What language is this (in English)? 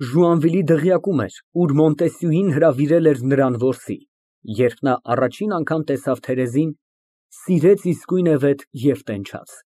Armenian